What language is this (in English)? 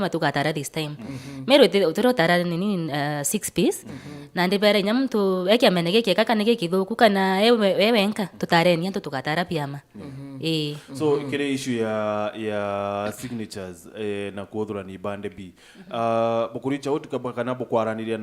Meru